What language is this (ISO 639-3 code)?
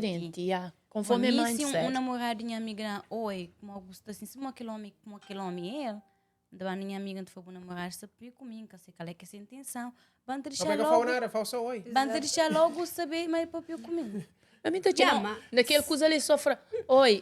kea